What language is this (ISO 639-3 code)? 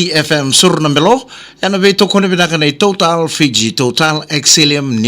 fij